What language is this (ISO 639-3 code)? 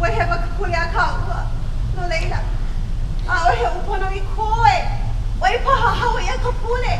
haw